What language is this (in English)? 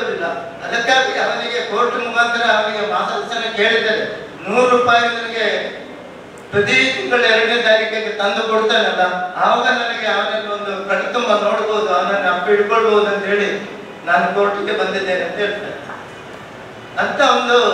Kannada